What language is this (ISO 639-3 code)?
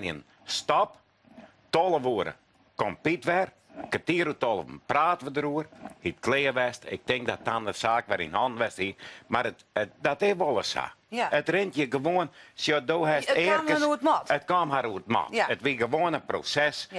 fry